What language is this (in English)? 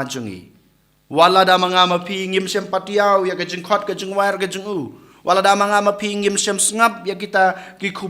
Khasi